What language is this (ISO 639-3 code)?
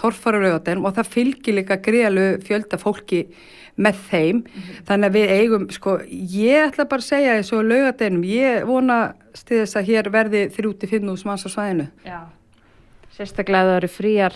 isl